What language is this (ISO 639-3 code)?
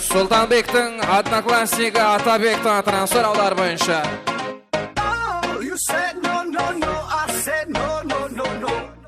kaa